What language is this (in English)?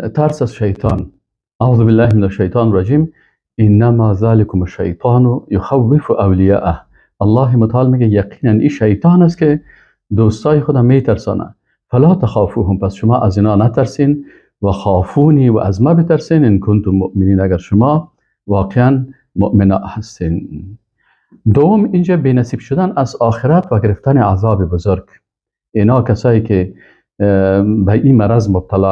Persian